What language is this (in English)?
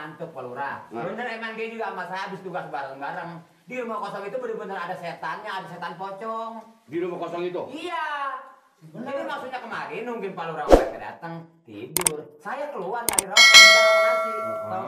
Betawi